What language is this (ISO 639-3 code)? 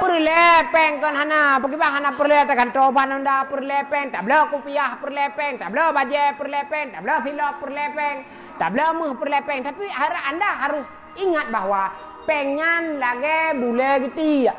ace